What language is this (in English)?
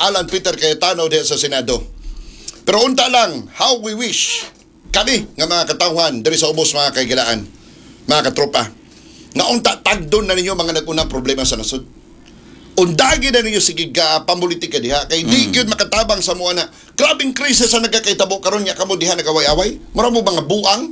Cebuano